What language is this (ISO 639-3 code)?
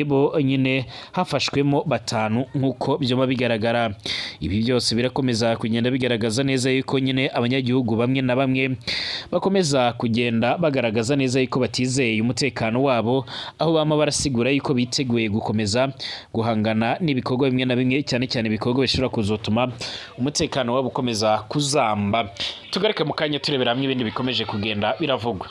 run